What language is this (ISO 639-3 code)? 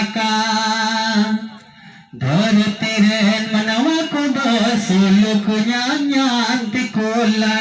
sat